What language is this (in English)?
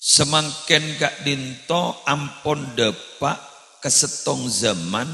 Madurese